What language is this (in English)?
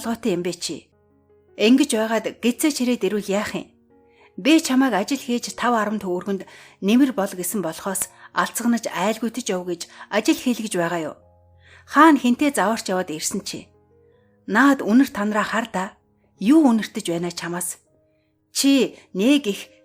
Mongolian